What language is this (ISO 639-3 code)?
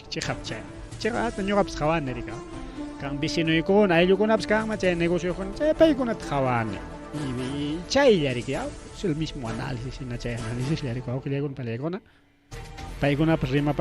quy